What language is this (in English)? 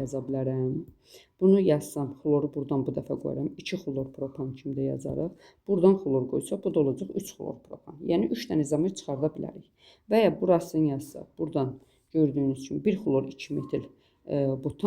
Azerbaijani